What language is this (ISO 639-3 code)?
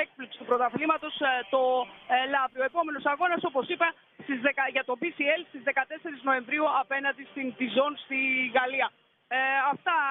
ell